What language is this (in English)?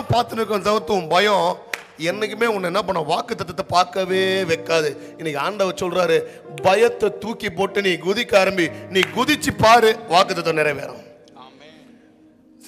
Tamil